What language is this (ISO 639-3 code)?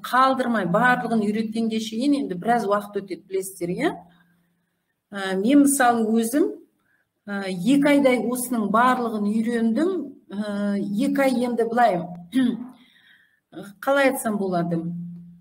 kaz